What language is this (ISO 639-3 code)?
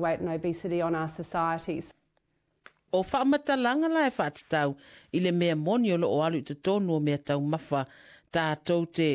smo